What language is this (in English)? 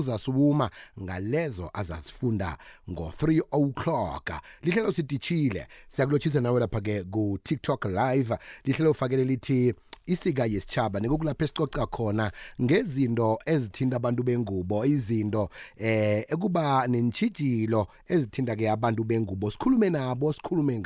South Ndebele